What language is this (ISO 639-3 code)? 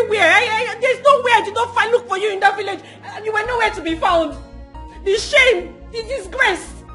pcm